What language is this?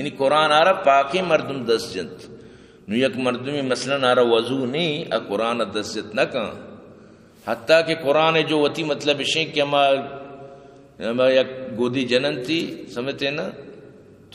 Eastern Balochi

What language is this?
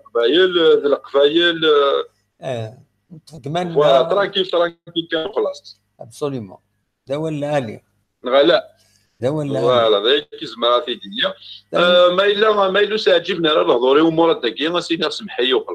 Kabyle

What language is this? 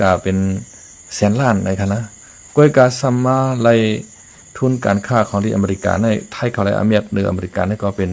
Shan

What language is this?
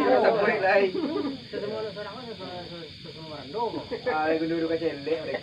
Minangkabau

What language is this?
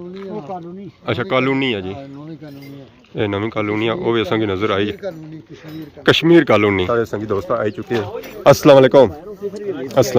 Pahari-Potwari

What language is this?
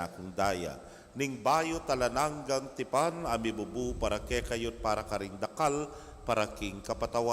Pampanga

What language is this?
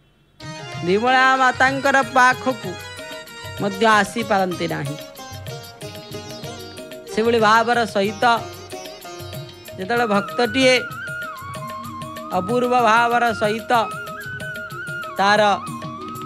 Odia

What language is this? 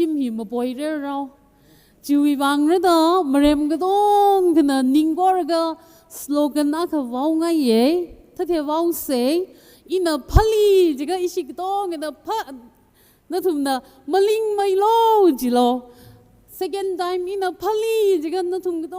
Tangkhul Naga (India)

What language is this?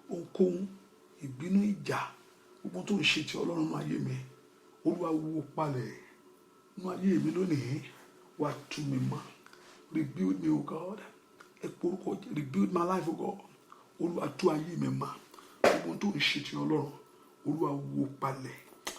Yoruba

